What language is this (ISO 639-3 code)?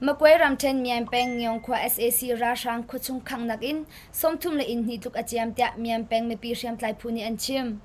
cnh